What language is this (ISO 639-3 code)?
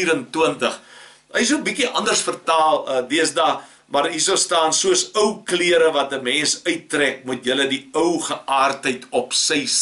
afr